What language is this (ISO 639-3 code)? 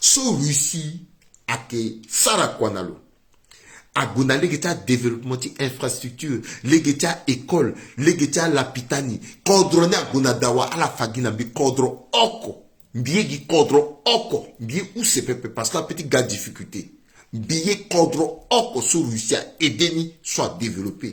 sag